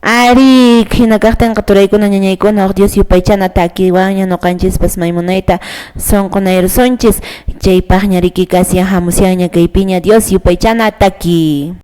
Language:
Quechua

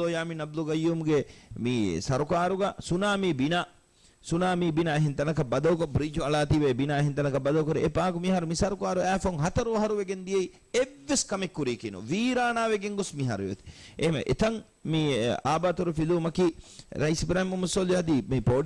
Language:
Divehi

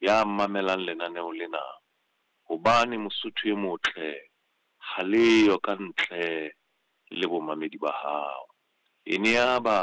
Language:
Southern Sotho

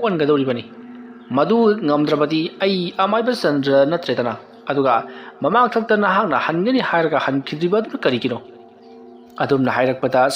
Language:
Manipuri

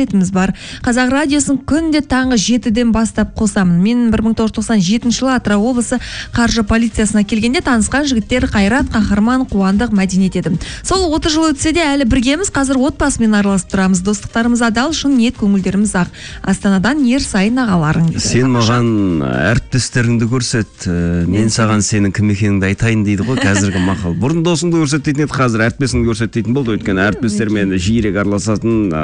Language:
Kazakh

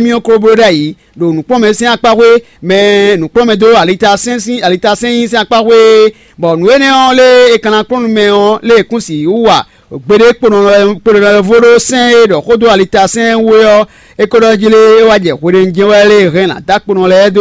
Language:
Fon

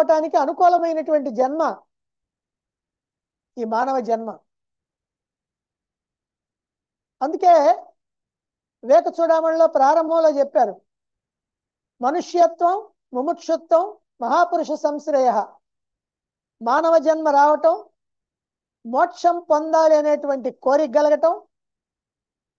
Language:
Telugu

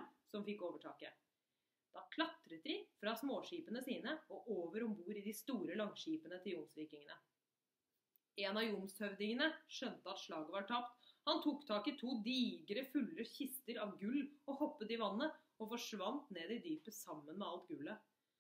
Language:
Norwegian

